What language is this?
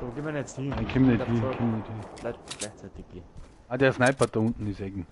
Bavarian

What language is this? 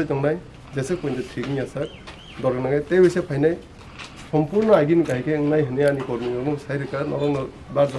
Kok Borok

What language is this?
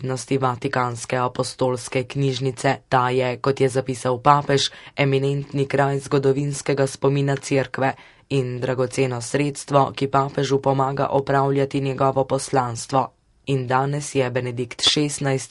Slovenian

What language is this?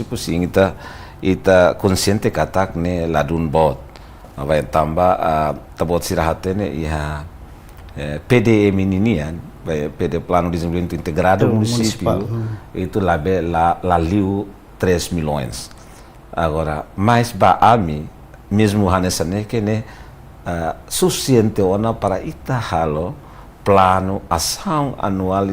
Tetum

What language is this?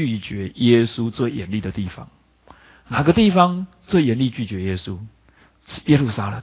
Chinese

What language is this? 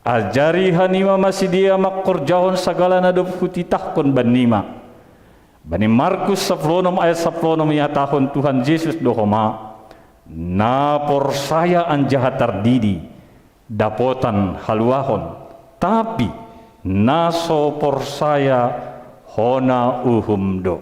Batak Simalungun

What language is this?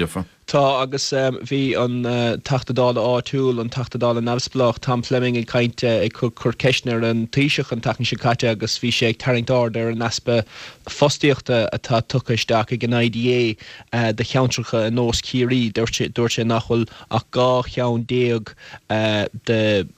Irish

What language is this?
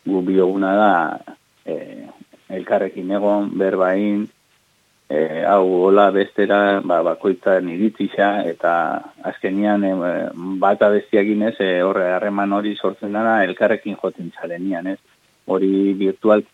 Basque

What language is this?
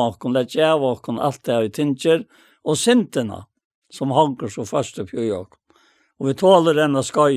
Faroese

